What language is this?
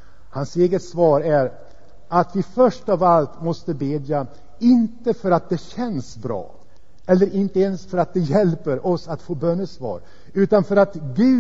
Swedish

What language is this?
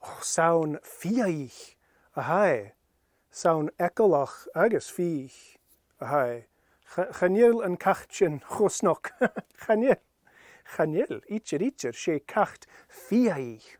Scottish Gaelic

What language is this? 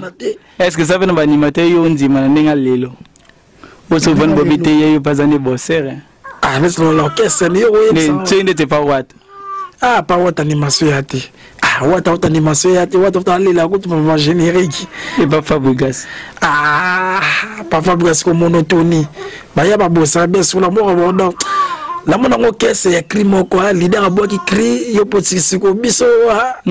Lingala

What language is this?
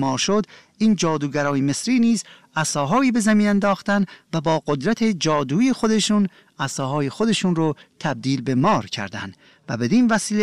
Persian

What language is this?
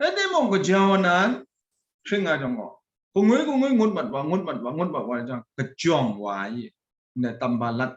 Kachin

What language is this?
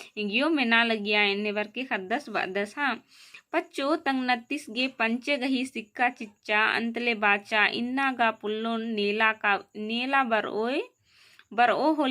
Kurukh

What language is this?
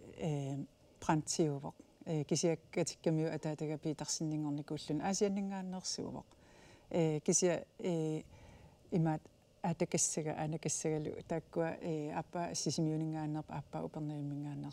Kalaallisut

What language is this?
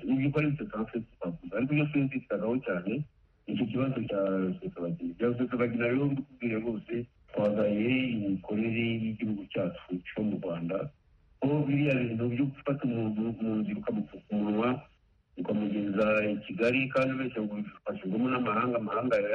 Kinyarwanda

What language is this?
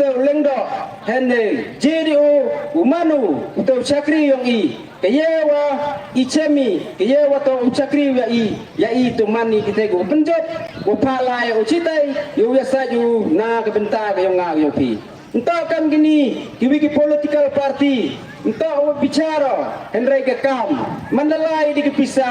Pnar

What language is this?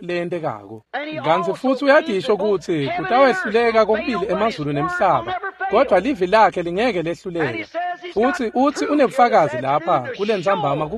Swati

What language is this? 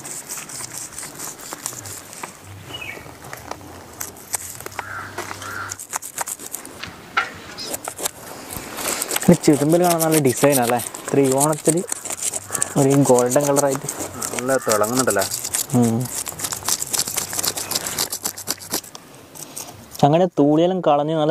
Malayalam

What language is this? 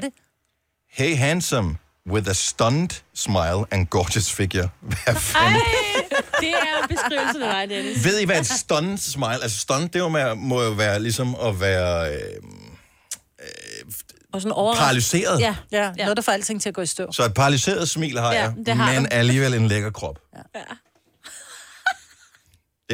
Danish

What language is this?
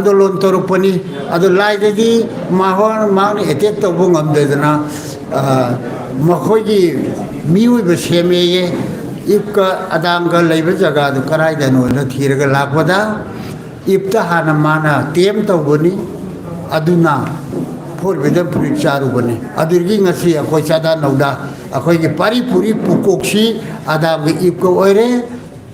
Manipuri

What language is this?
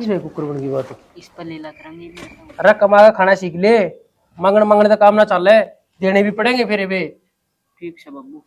Haryanvi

